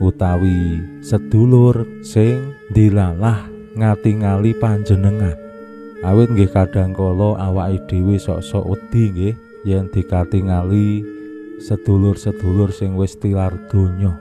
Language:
Javanese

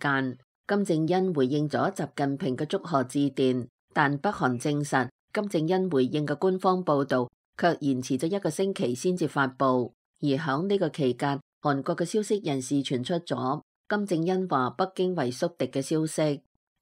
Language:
Cantonese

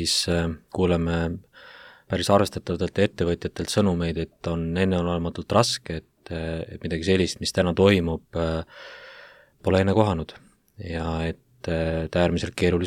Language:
Estonian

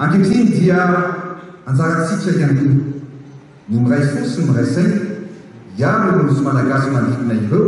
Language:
Malagasy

